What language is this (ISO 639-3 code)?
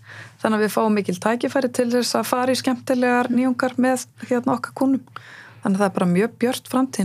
isl